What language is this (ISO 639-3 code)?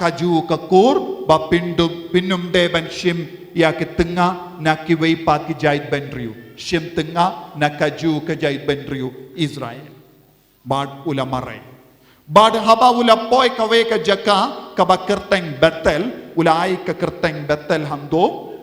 kha